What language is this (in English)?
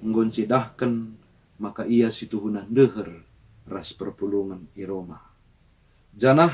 Batak Karo